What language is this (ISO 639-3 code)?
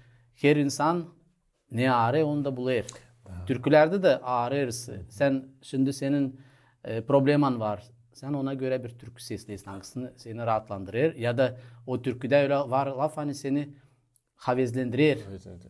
gag